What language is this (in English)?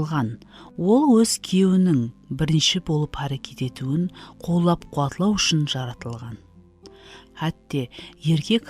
Kara-Kalpak